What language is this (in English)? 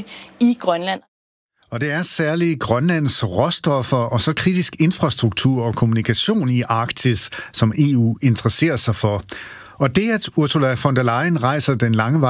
Danish